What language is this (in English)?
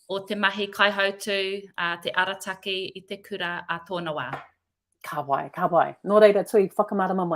Māori